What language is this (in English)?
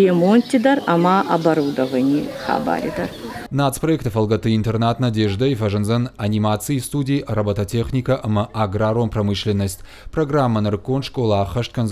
Ossetic